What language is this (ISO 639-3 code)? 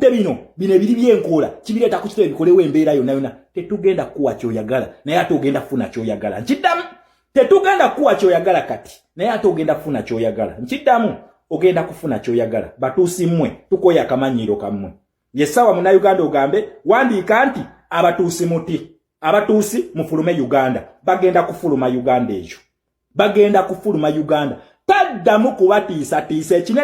lug